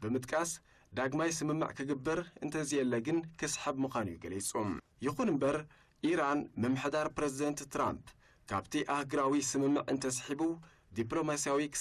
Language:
Tigrinya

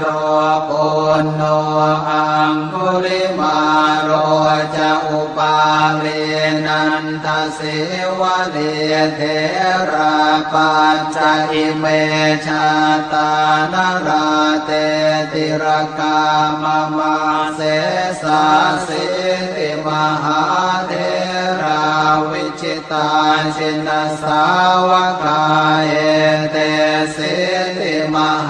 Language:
Pali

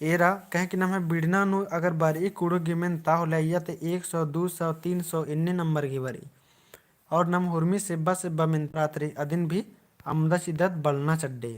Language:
Kurukh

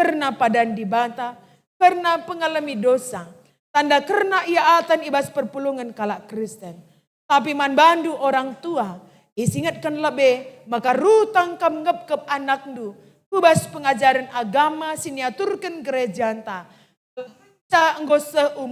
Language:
Batak Karo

